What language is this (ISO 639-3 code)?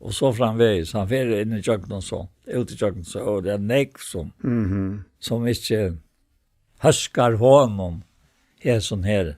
fao